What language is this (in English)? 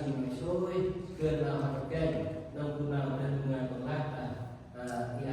Central Mnong